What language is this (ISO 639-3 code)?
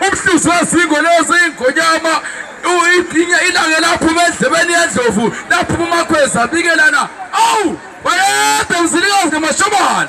zul